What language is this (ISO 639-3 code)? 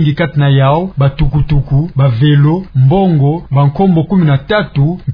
ktu